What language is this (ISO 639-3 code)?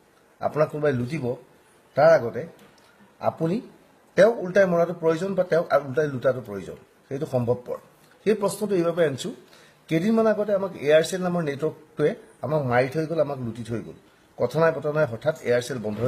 asm